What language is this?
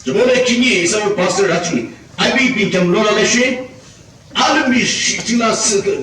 Yimchungru Naga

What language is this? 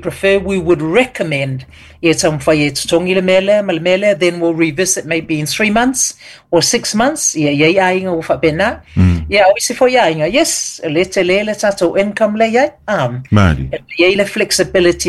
Samoan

